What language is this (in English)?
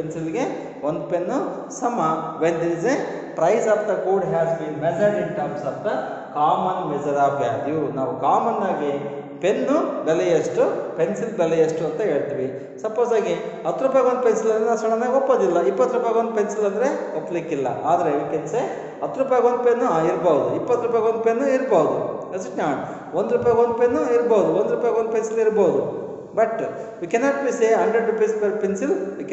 Kannada